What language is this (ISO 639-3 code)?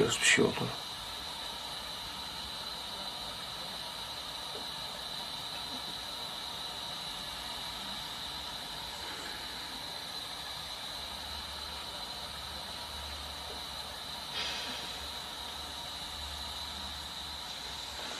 tur